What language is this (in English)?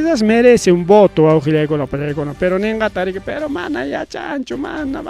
Ayacucho Quechua